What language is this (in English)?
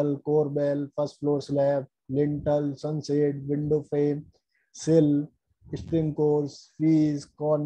Hindi